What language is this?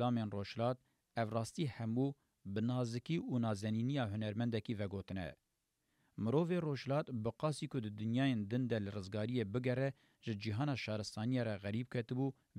Kurdish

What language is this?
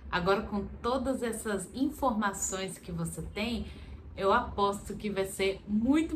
Portuguese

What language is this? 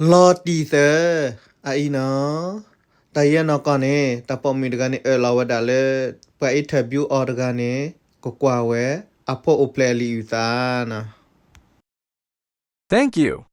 S'gaw Karen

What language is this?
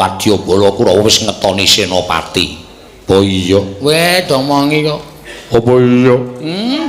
Javanese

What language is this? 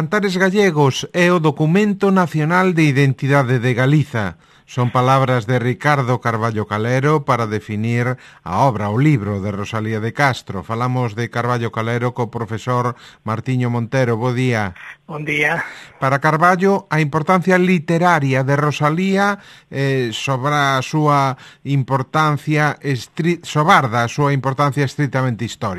Galician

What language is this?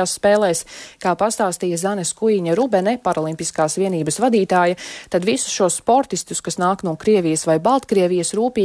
Latvian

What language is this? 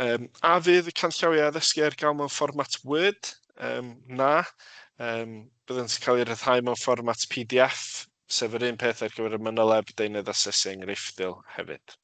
Welsh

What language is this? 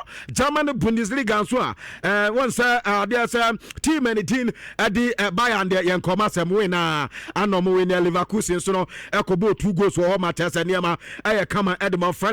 Akan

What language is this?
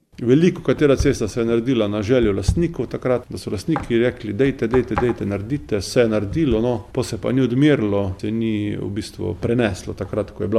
Slovenian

